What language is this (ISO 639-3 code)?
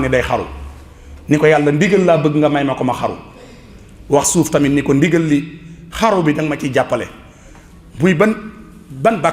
wol